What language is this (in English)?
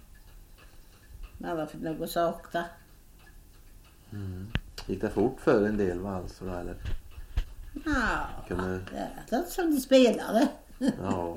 Swedish